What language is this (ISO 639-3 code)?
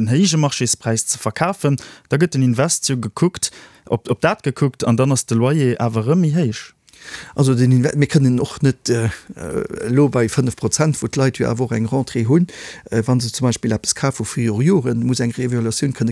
ltz